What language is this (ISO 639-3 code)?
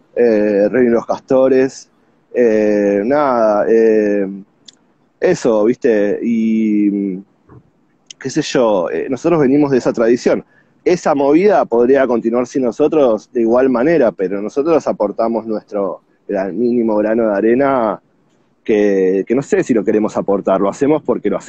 spa